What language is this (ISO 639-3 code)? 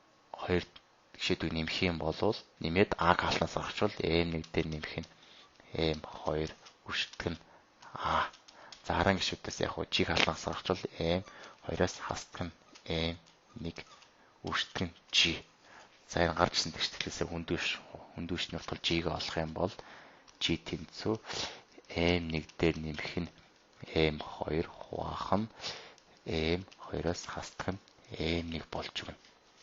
mon